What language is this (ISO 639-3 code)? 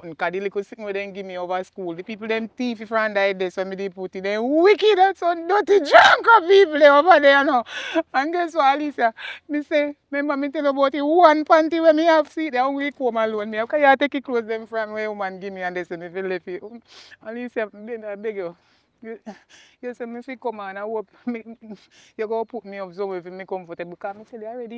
jam